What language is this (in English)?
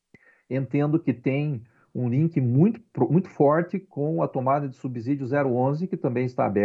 Portuguese